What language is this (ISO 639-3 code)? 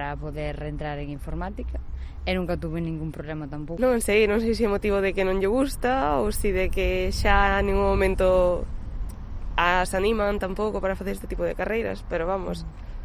glg